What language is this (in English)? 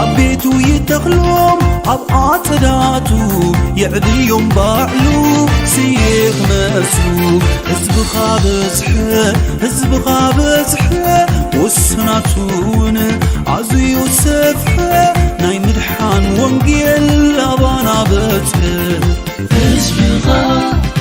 Tigrinya